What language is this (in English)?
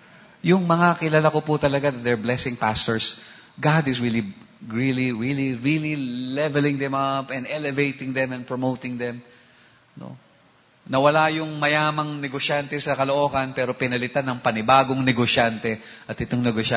Filipino